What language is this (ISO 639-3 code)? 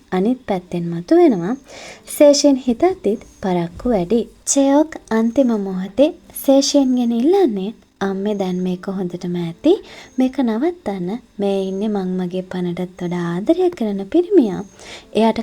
sin